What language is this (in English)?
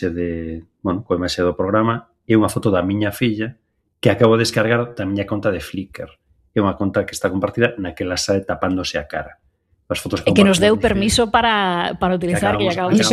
Galician